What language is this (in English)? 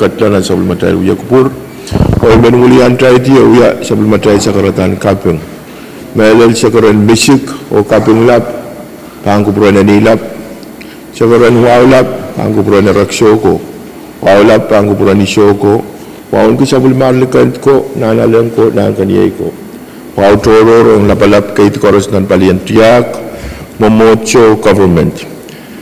Pohnpeian